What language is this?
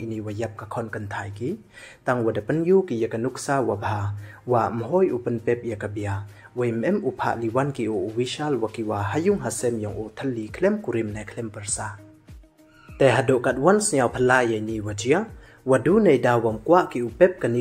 Pnar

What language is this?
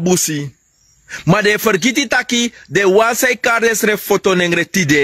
Sranan Tongo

